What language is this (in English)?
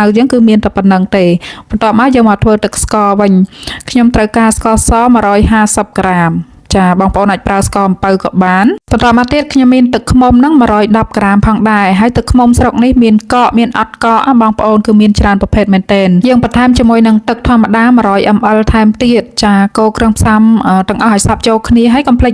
Khmer